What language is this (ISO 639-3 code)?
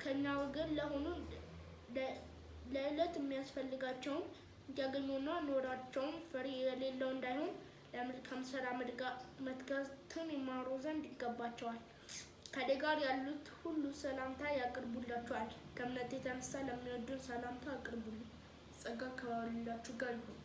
amh